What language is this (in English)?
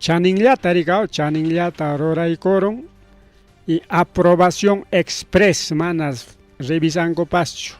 Ayacucho Quechua